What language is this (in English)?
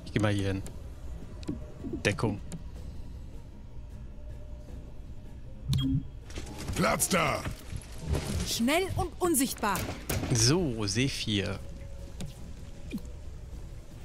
German